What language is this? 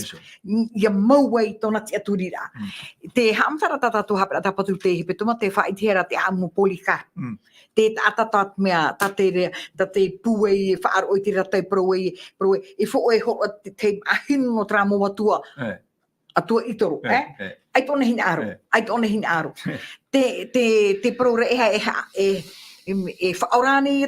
Tahitian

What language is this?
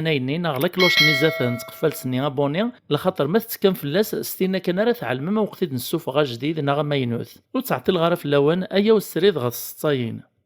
Kabyle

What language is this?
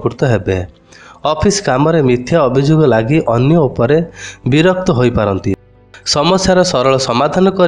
Odia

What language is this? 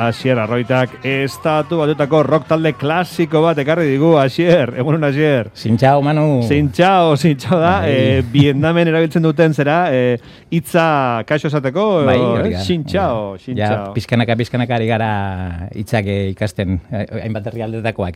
Basque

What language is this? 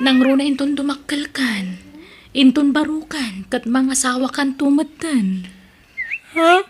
Iloko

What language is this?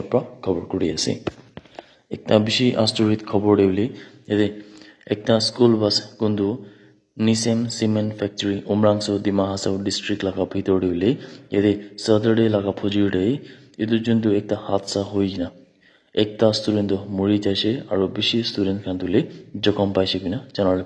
Naga Pidgin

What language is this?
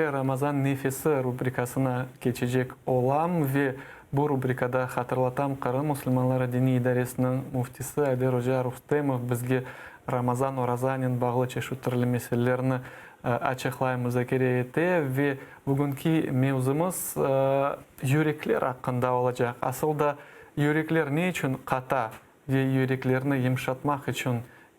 Crimean Tatar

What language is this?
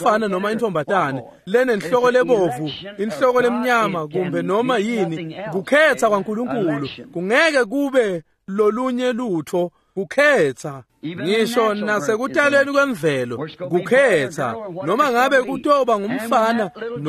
Swati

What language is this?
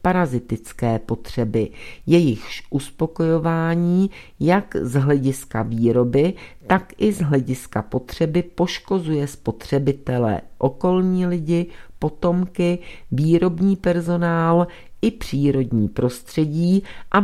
Czech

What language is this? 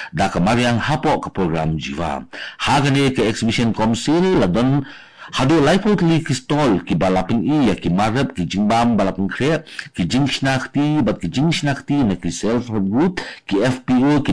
Khasi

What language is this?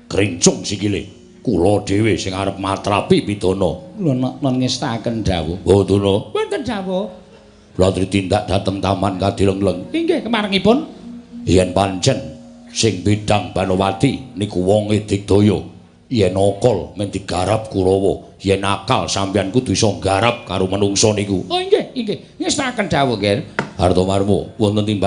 Javanese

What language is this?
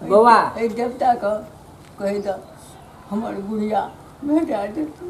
Maithili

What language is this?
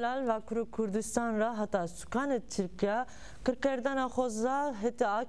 Zaza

